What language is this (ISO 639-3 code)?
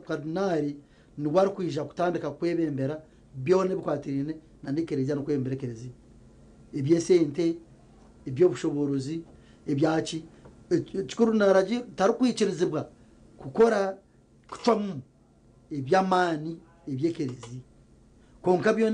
nyn